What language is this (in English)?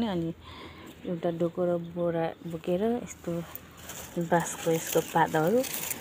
Nepali